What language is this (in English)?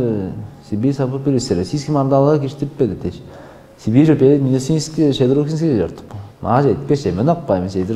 Tuvinian